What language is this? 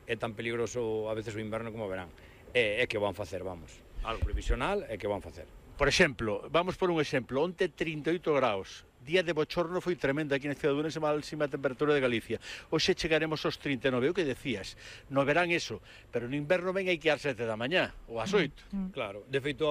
Galician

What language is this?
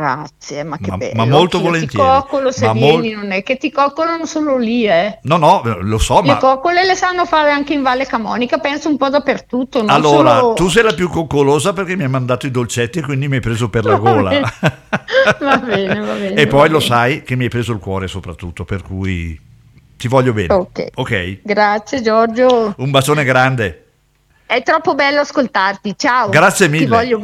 Italian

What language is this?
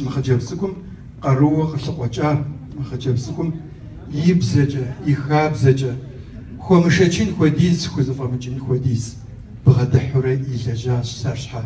Kabardian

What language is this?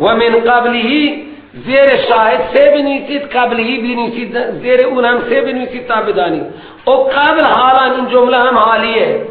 Persian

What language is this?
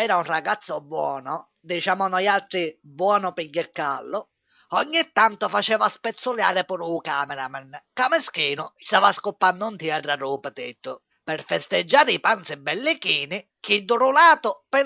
Sicilian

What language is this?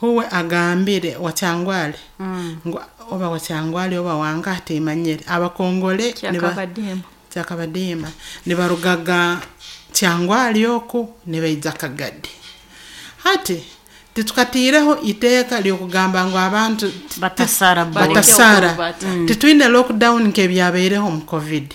Nyoro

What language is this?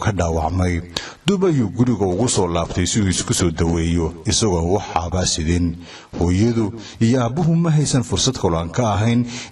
Somali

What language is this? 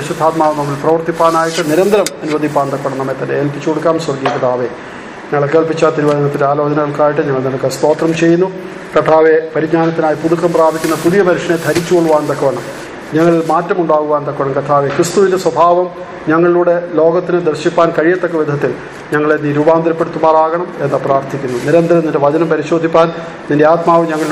Malayalam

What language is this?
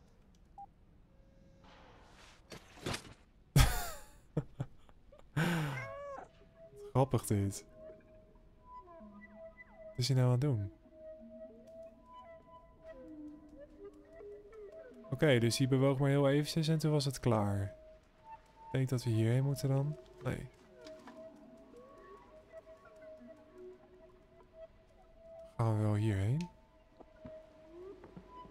Dutch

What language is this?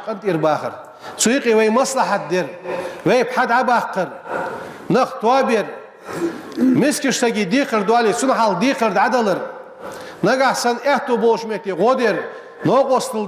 Ingush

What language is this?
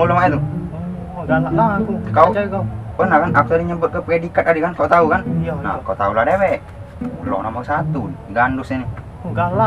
Musi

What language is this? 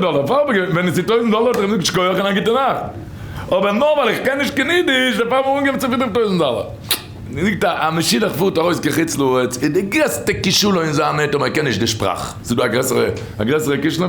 Yiddish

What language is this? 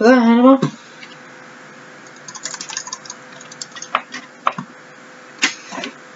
Norwegian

